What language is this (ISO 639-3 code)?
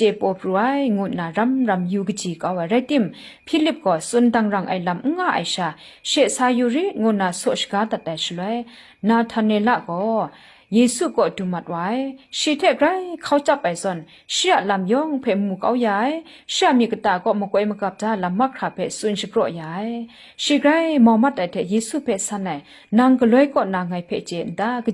kac